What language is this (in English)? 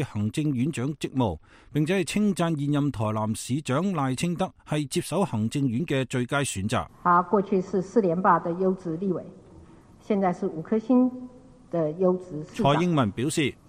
Cantonese